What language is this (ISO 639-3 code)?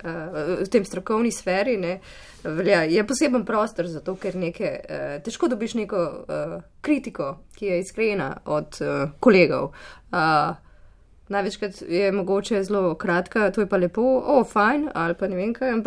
slv